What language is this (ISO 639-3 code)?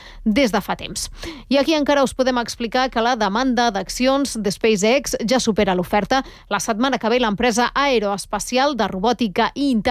cat